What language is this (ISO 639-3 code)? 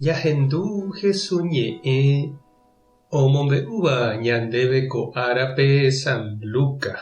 grn